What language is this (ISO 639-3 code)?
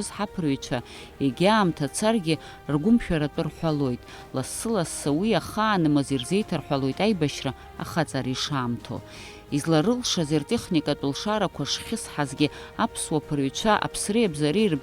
abk